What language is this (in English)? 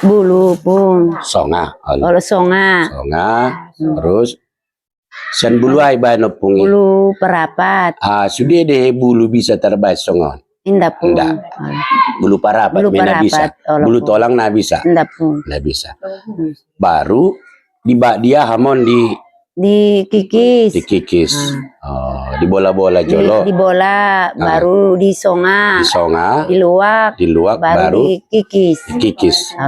Batak Toba